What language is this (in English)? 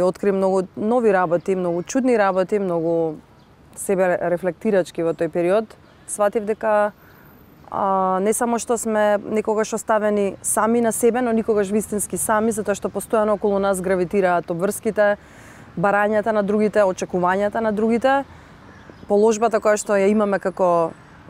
Macedonian